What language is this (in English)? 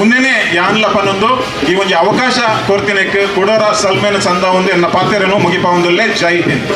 Tulu